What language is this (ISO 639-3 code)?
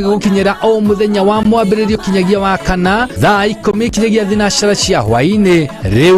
kik